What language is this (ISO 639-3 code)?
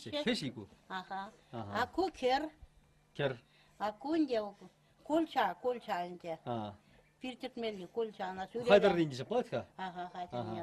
chv